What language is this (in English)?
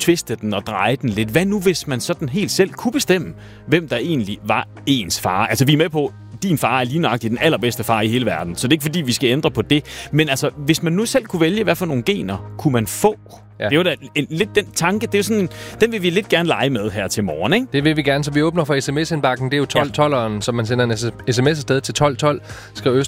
Danish